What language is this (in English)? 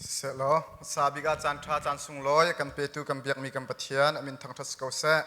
Hakha Chin